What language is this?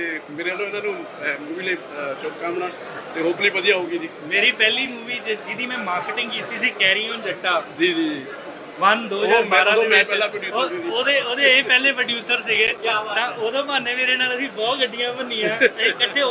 Punjabi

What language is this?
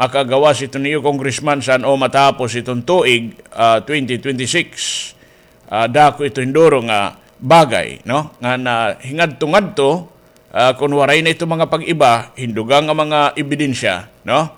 Waray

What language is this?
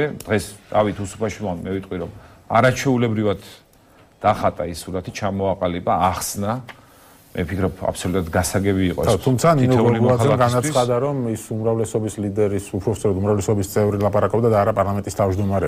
Georgian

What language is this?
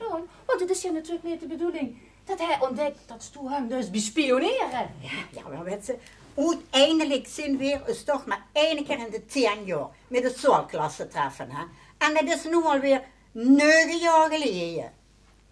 Limburgish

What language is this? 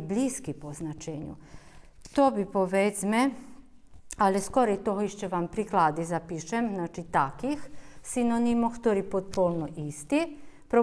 Rusyn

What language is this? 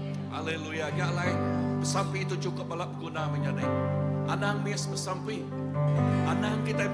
Iban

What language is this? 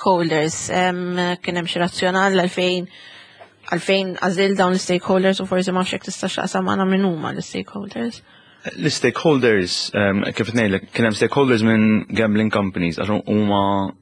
Maltese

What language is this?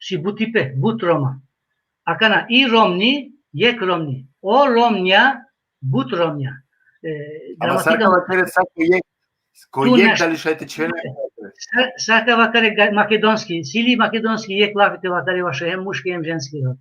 Balkan Romani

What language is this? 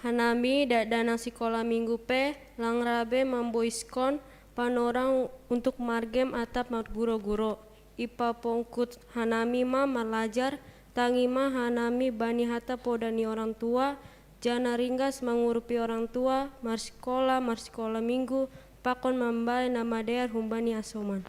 Batak Simalungun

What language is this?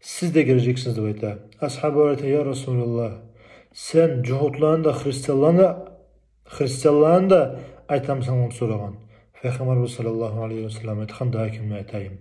Kumyk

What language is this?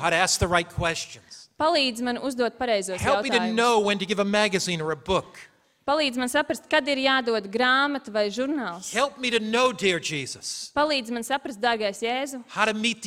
Latvian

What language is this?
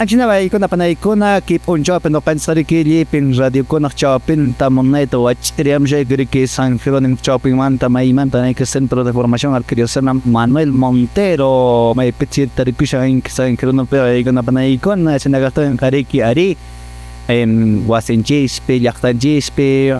Quechua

